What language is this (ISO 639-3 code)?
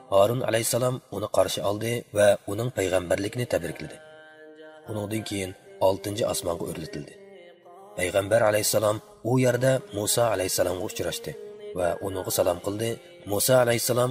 uig